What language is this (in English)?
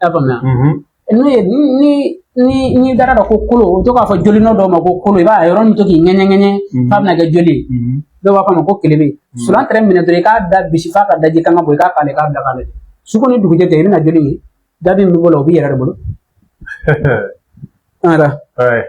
Bambara